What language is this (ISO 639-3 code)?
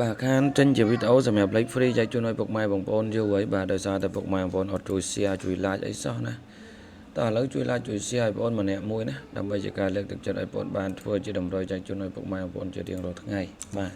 khm